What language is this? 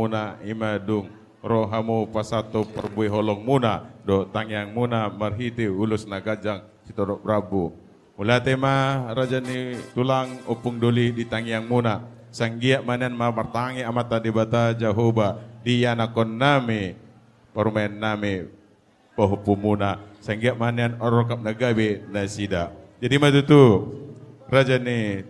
Batak Toba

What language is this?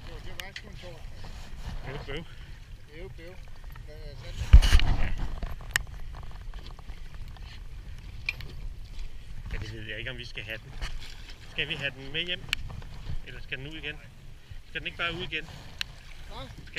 Danish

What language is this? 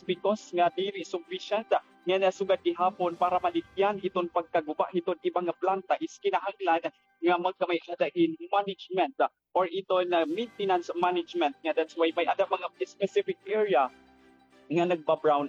Waray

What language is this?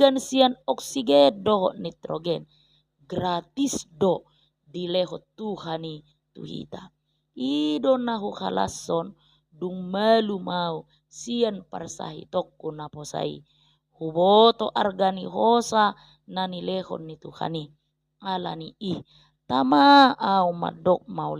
Batak Toba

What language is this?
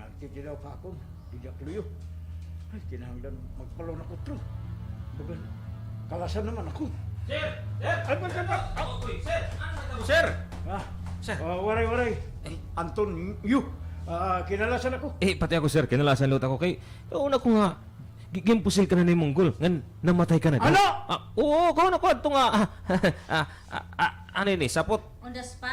Waray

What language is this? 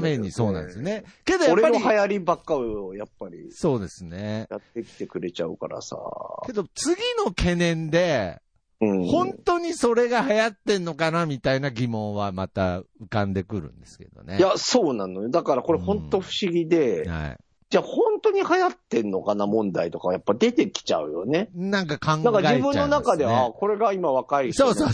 Japanese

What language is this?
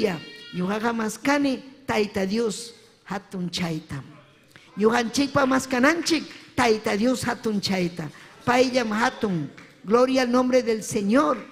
Ayacucho Quechua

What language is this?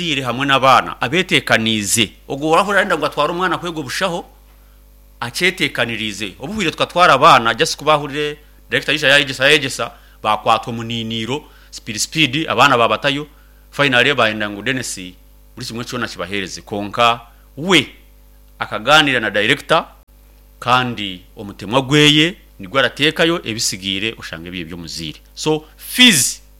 Nyankole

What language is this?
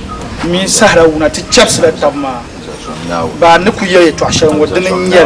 Dagbani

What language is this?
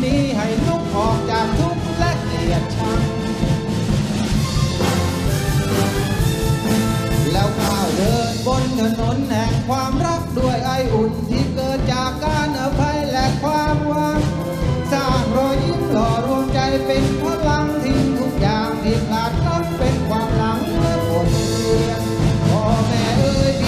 Thai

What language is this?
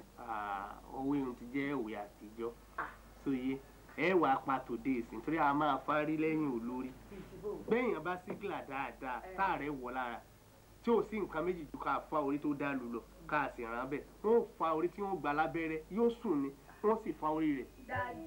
Yoruba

